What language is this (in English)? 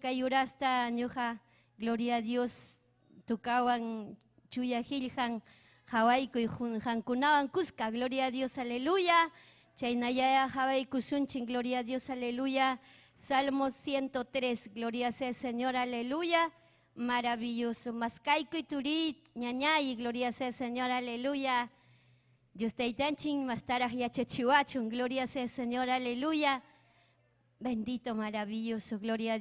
Ayacucho Quechua